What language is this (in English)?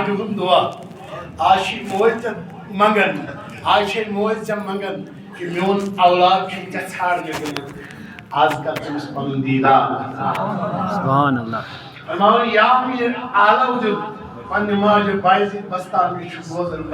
Kashmiri